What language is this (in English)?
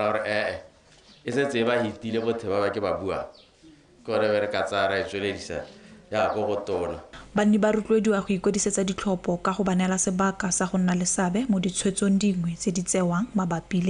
Tswana